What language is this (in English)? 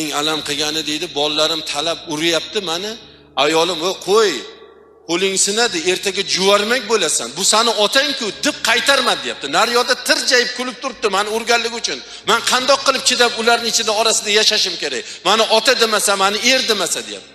Uzbek